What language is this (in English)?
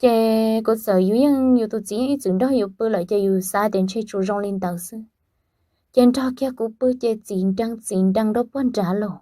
Hmong